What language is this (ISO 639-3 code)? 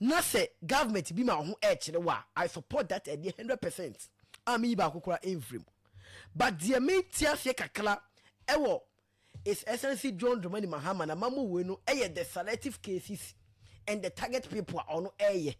aka